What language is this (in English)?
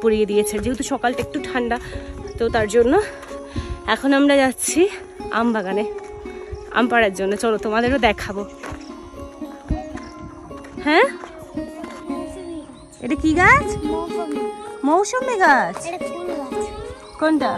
Bangla